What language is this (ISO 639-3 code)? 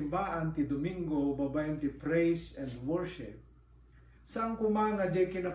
ilo